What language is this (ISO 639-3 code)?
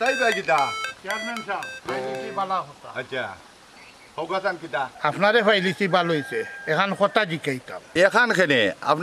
syl